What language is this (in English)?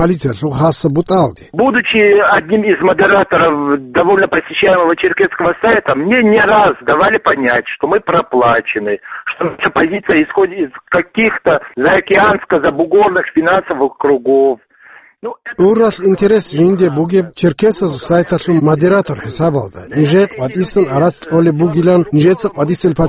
Avaric